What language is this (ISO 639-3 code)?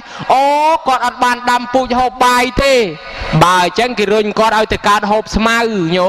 khm